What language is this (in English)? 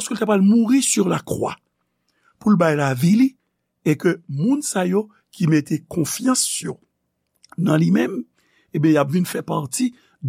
Haitian Creole